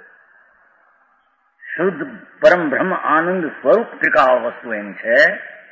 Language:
Gujarati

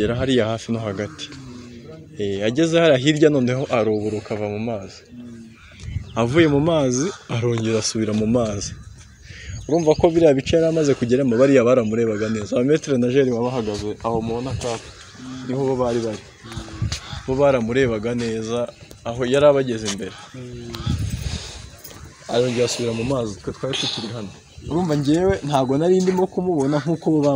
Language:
Kinyarwanda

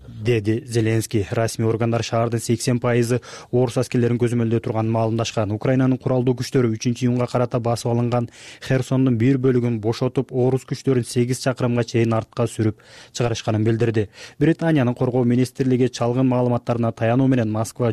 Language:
Kyrgyz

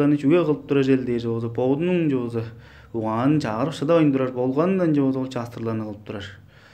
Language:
Tuvinian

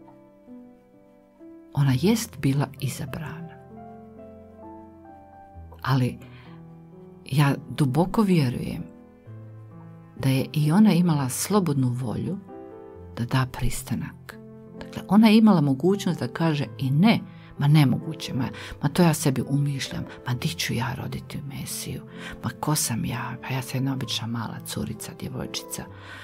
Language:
Croatian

